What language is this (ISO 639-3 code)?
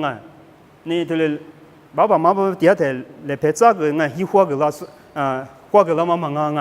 lis